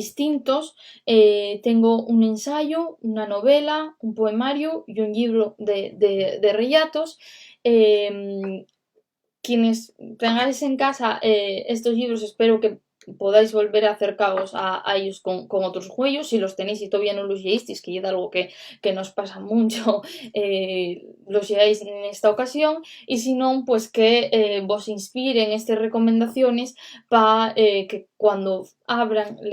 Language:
Asturian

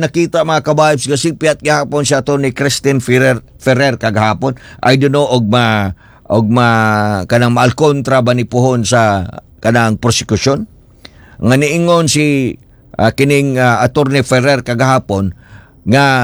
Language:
Cebuano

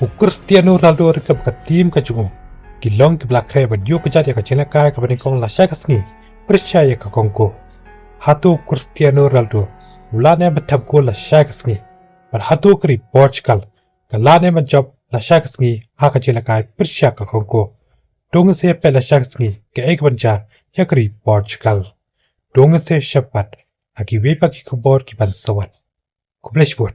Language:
Khasi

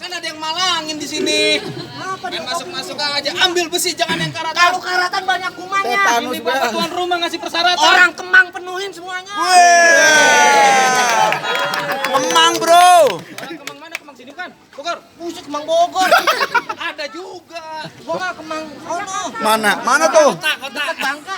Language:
Betawi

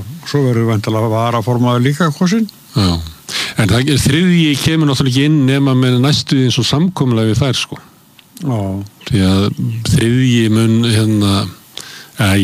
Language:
Icelandic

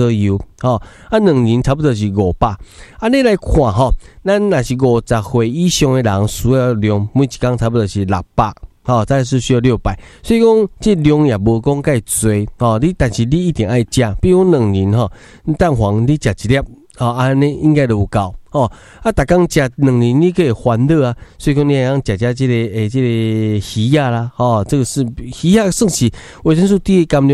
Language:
Min Nan Chinese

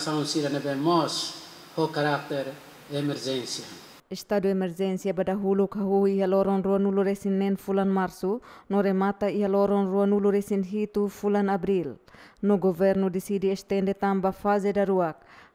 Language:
Tetum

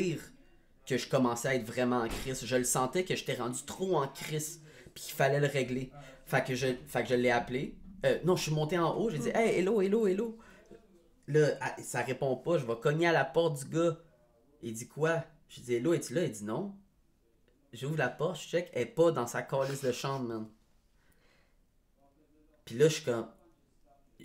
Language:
French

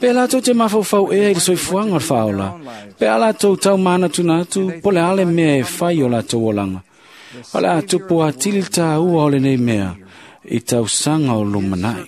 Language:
Samoan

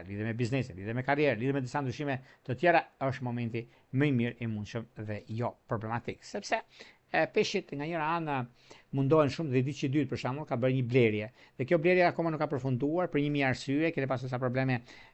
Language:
Albanian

